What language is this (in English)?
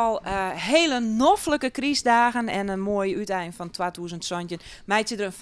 Western Frisian